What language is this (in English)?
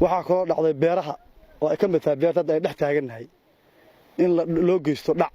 Somali